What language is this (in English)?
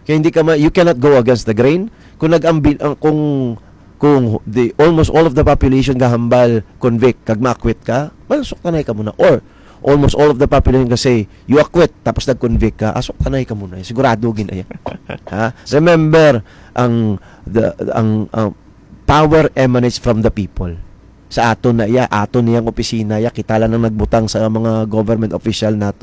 Hiligaynon